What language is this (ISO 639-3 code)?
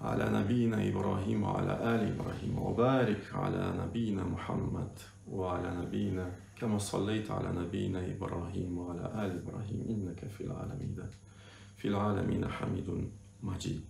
crh